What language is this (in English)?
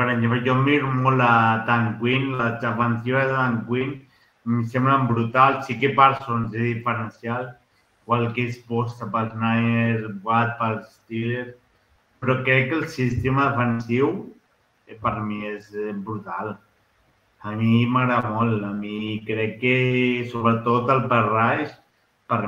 Catalan